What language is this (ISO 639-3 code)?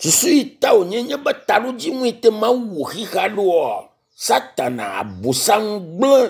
ewe